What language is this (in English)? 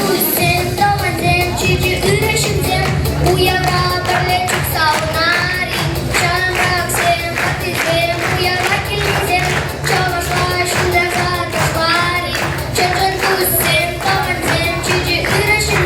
Chuvash